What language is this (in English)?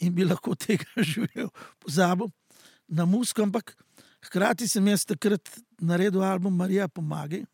Slovenian